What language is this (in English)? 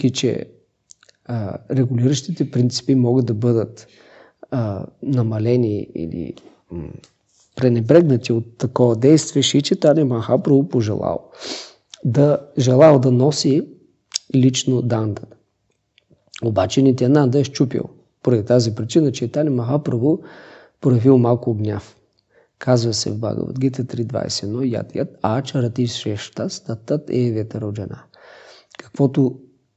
Bulgarian